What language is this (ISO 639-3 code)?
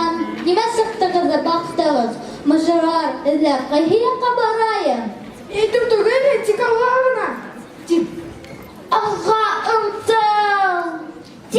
bak